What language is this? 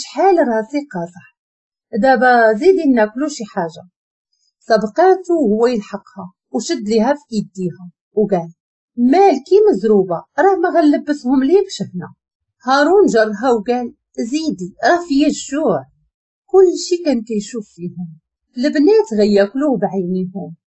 Moroccan Arabic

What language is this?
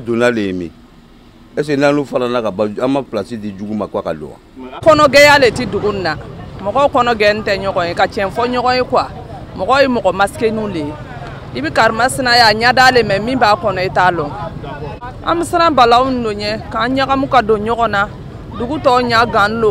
Bambara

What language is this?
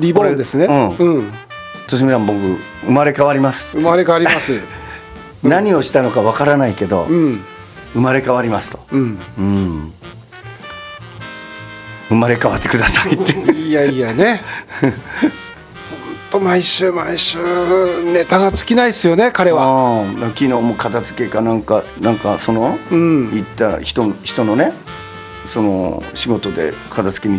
Japanese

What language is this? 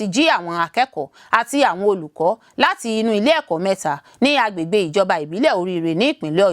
Yoruba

